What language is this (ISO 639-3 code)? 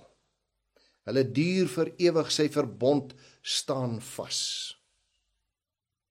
afr